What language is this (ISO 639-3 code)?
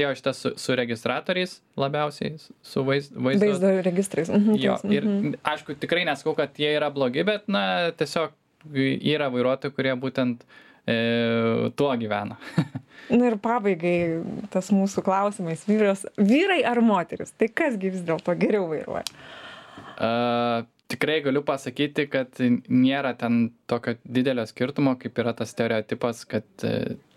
lit